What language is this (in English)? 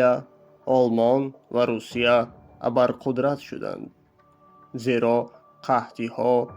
Tajik